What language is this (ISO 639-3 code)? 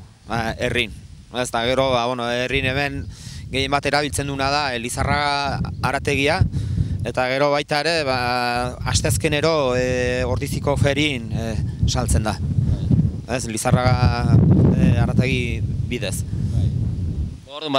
eus